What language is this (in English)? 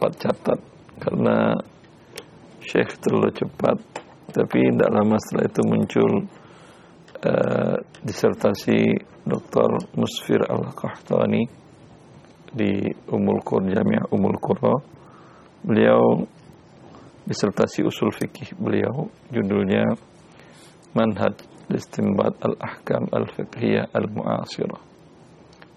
Indonesian